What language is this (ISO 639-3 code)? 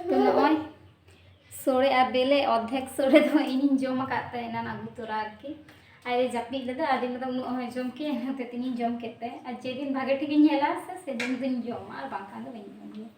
sat